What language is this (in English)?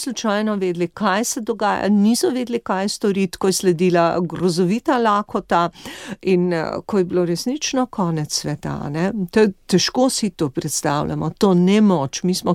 Slovenian